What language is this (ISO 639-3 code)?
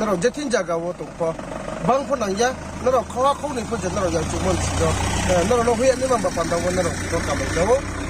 ria